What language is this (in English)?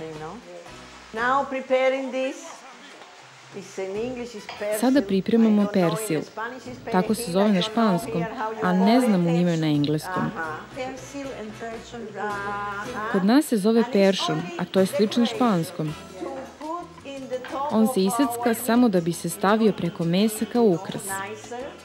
Serbian